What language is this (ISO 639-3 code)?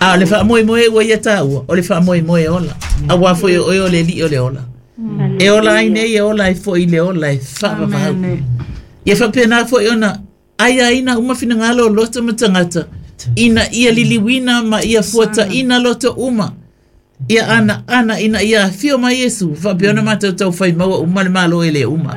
smo